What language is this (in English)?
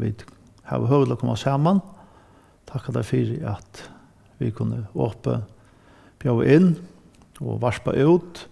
Faroese